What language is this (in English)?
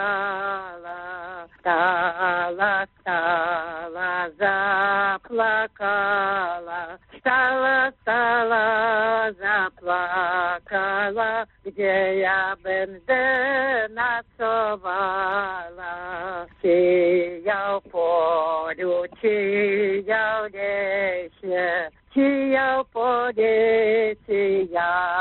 Belarusian